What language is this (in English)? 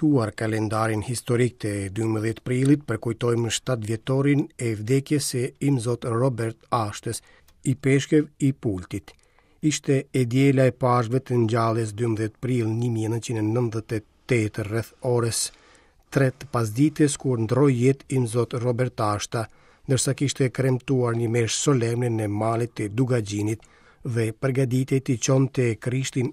Albanian